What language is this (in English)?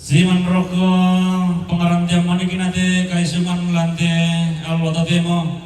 Toraja-Sa'dan